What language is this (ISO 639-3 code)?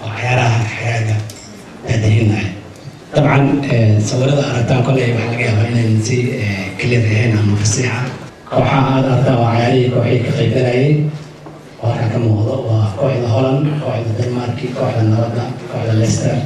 som